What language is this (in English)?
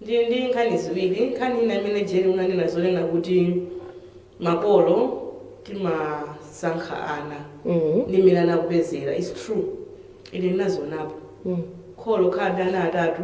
Nyanja